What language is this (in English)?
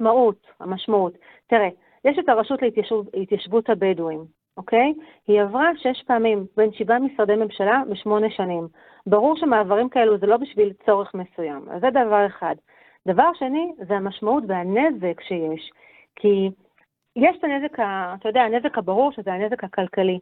Hebrew